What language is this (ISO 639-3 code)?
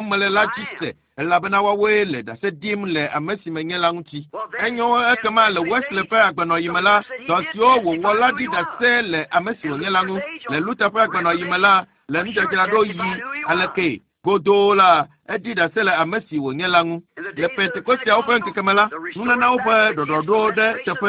ewe